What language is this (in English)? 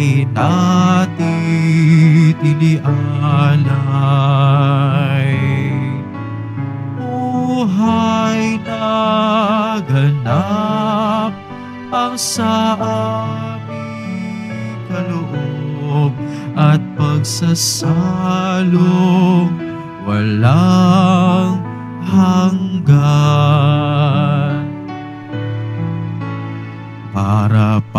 Filipino